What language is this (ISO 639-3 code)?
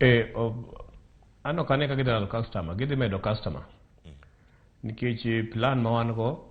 luo